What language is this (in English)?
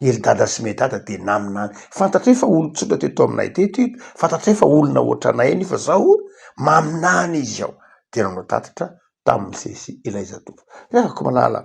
Malagasy